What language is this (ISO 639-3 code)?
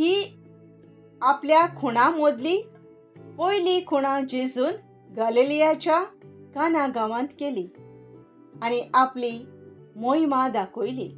kok